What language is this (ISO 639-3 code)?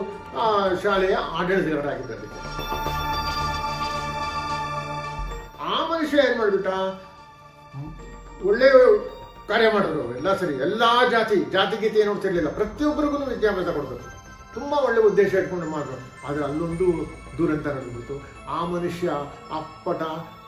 kan